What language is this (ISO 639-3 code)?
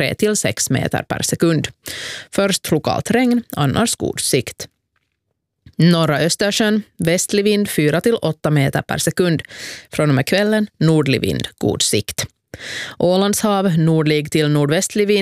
swe